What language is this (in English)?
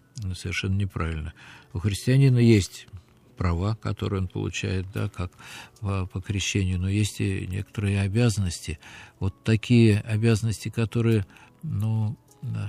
Russian